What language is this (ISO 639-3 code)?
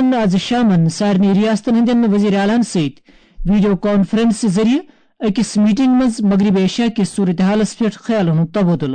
kas